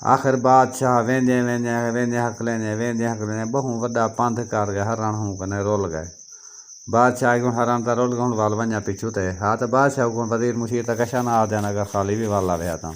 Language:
Saraiki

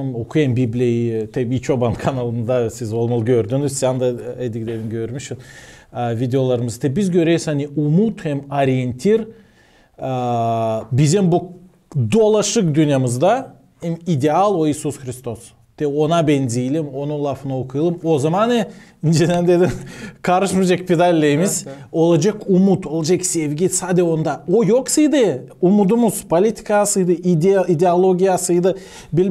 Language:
Gagauz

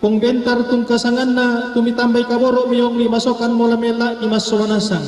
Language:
Toraja-Sa'dan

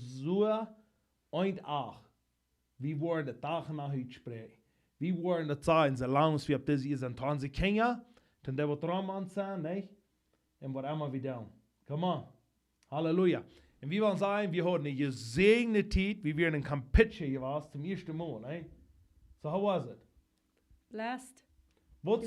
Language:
Plautdietsch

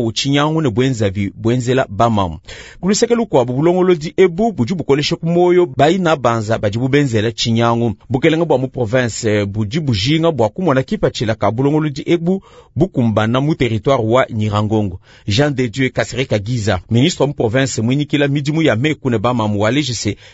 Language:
Luba-Lulua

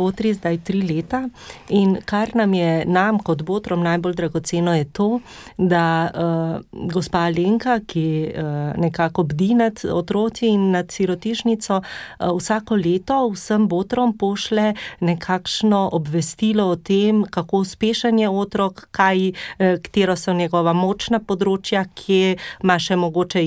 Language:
Slovenian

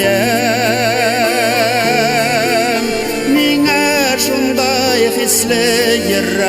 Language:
Bashkir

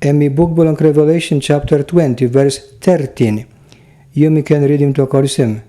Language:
Tok Pisin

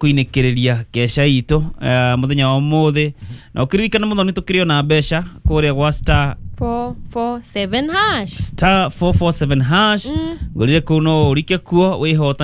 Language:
Kikuyu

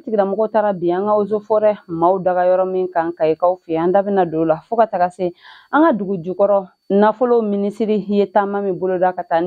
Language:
Bambara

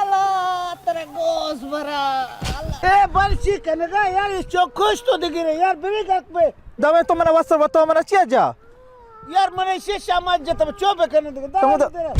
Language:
Baluchi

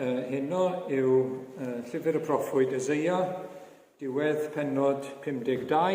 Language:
Welsh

